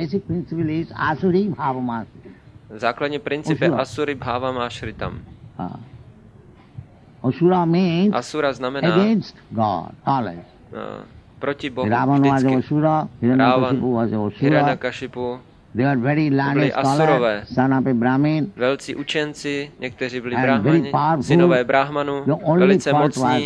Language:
Czech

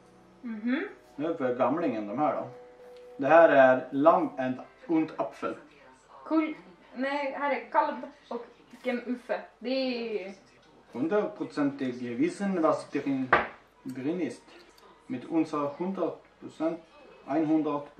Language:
Swedish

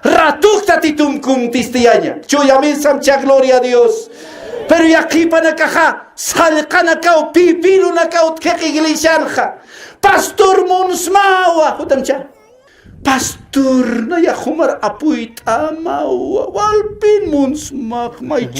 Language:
Aymara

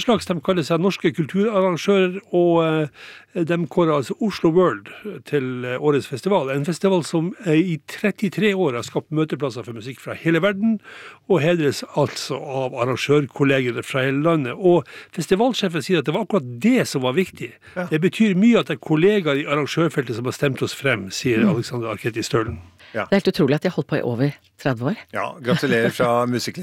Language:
Norwegian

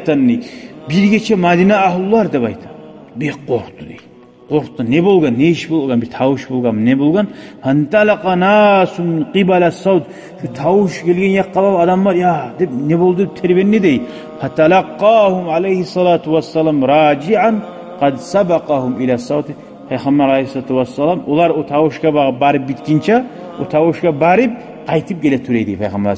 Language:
Kumyk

